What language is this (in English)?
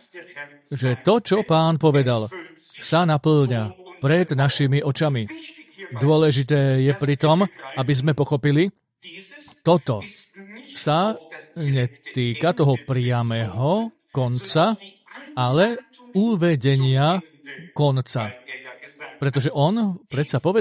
Slovak